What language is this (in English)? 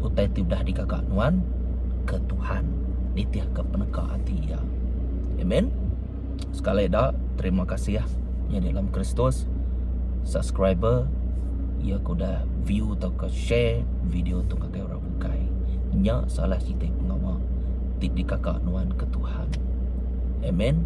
Iban